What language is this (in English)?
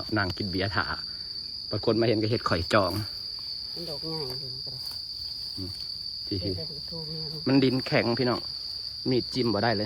Northeastern Thai